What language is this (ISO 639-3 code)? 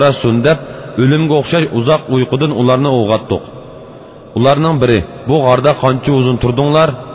uig